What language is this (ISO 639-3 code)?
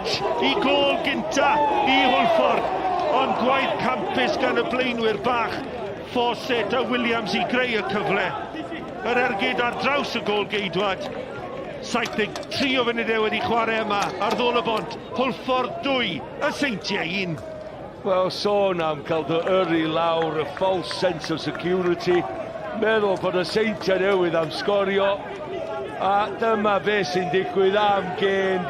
cym